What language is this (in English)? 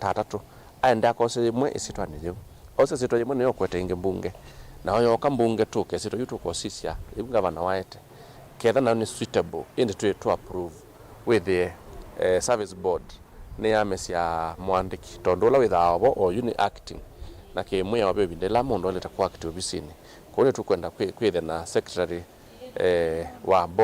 Kamba